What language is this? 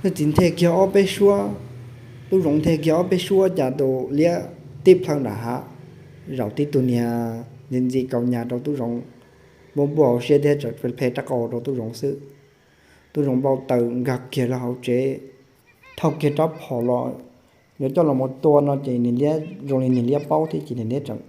Hmong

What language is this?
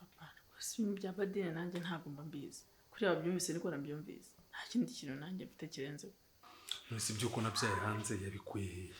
Kinyarwanda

